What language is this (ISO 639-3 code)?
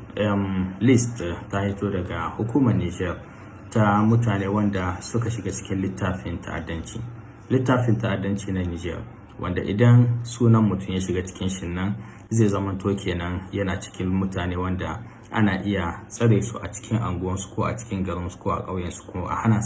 hau